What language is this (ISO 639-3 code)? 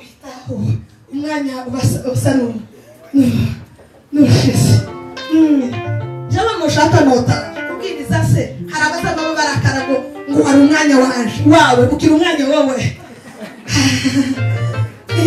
kin